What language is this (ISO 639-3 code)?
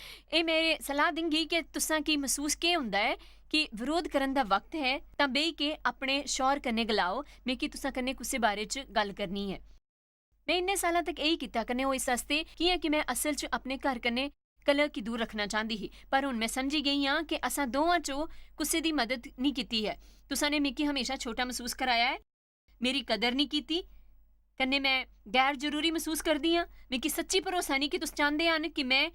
doi